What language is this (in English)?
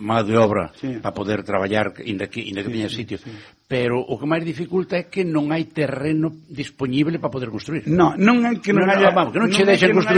Galician